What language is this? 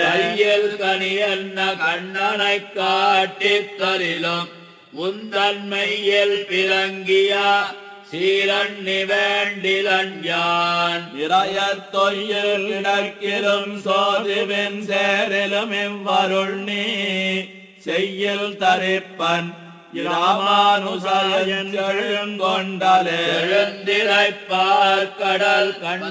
Tamil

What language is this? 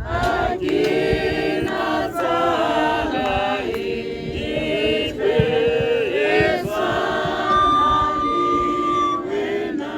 Tswana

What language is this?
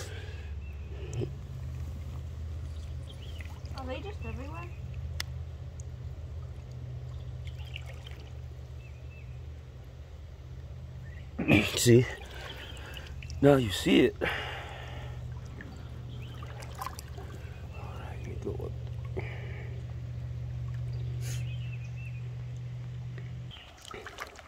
English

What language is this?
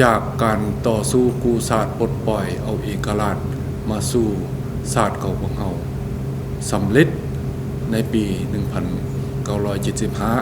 Lao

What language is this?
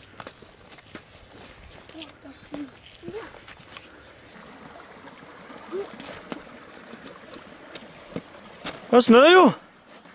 Norwegian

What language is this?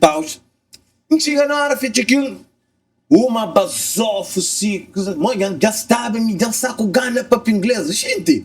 Kabuverdianu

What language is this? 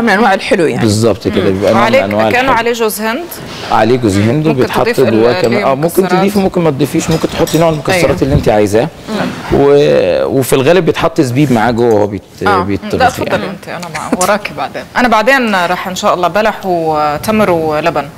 Egyptian Arabic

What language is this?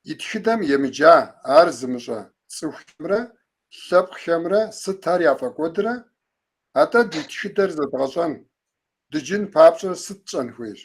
Kabardian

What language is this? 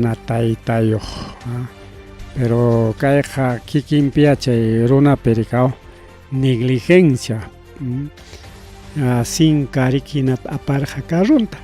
Ayacucho Quechua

